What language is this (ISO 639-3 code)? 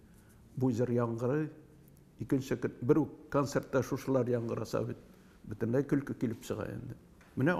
tat